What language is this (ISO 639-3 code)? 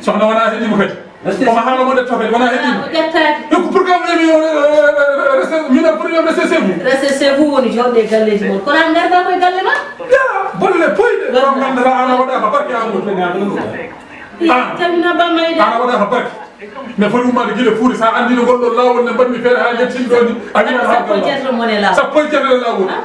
ful